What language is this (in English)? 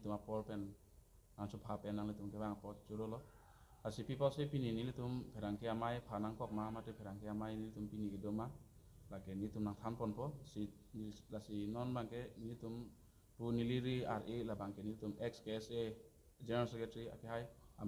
Karbi